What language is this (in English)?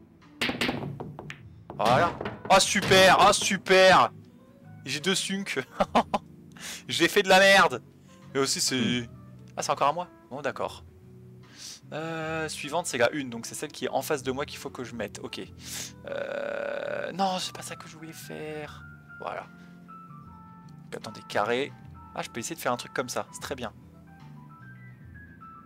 French